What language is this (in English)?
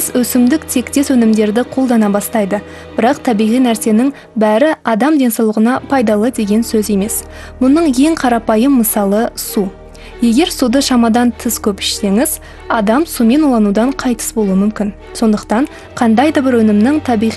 Kazakh